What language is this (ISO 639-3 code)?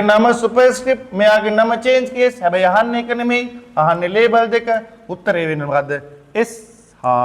sin